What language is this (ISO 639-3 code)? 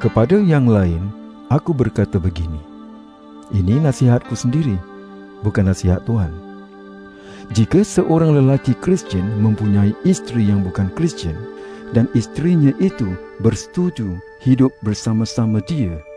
msa